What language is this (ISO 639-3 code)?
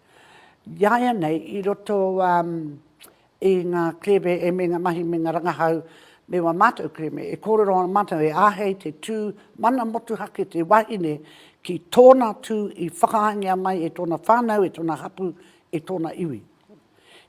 mri